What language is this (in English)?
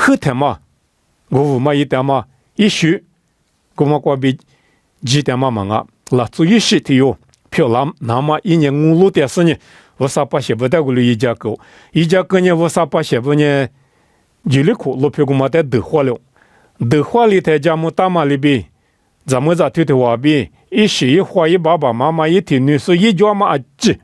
Lisu